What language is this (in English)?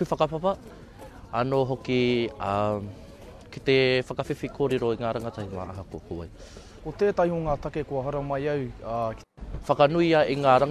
Māori